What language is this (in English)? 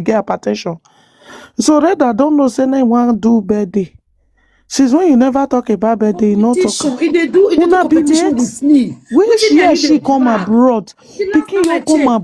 Nigerian Pidgin